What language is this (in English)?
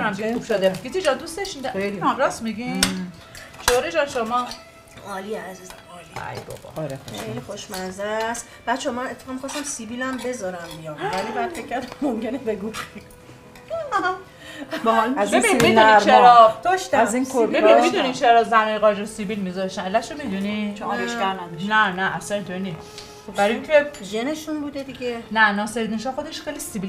Persian